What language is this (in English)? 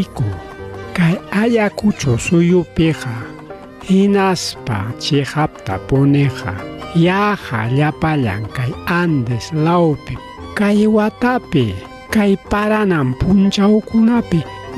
Ayacucho Quechua